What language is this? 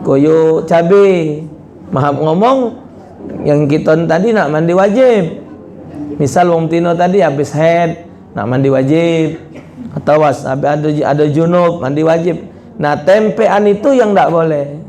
Musi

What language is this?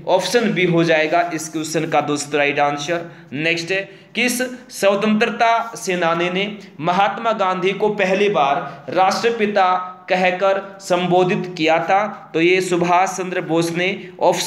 Hindi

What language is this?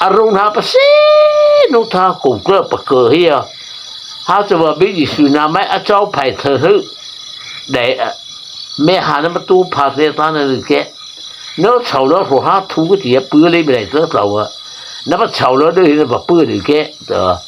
Mara Chin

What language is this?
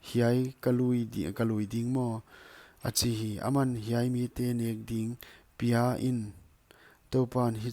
Paite Chin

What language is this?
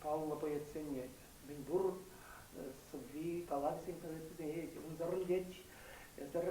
Chuvash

